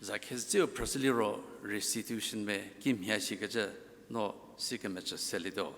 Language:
Angami Naga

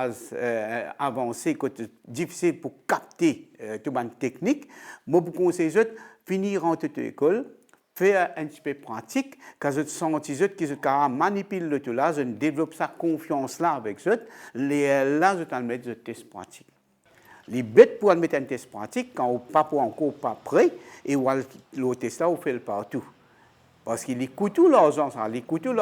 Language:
Morisyen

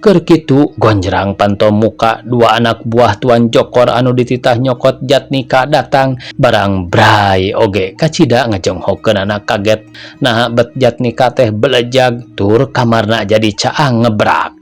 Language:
Sundanese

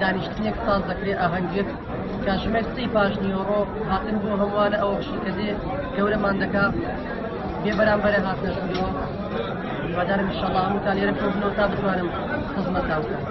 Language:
Central Kurdish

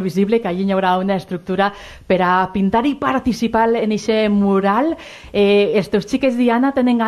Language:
Catalan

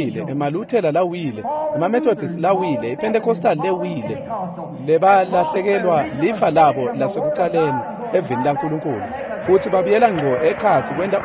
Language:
Swati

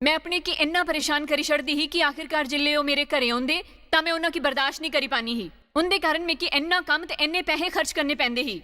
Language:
Dogri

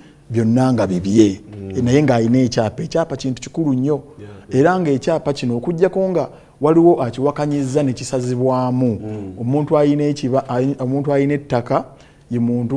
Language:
Ganda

